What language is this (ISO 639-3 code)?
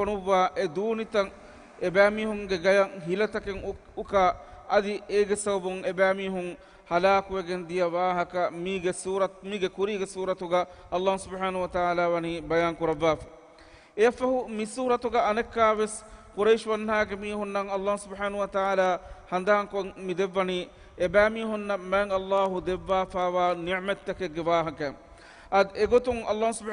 div